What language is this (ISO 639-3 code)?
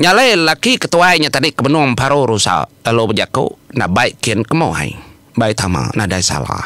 iba